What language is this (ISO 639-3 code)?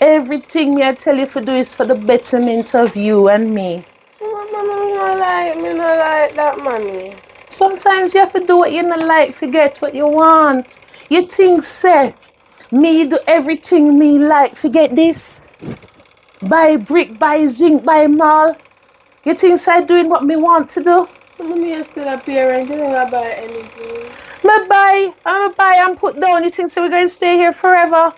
jam